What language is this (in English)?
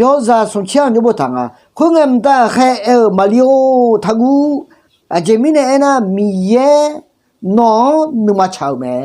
Akha